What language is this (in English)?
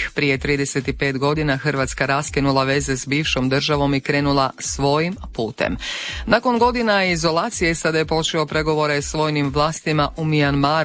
Croatian